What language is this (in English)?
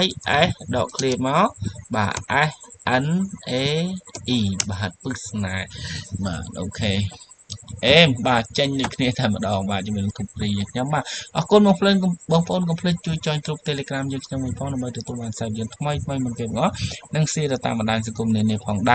Khmer